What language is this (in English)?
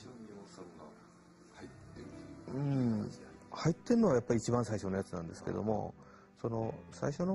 Japanese